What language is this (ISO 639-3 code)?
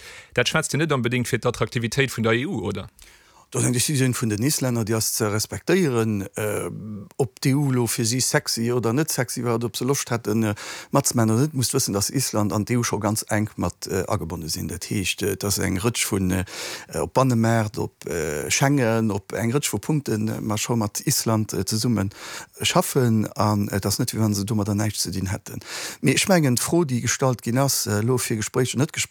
ltz